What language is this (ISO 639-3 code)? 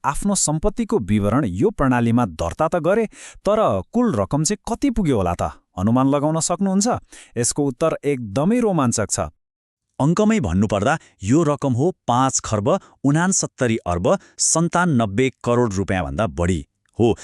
nep